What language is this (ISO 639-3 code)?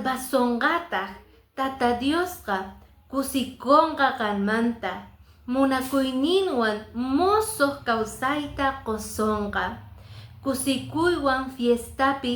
que